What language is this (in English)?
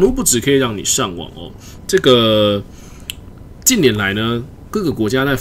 Chinese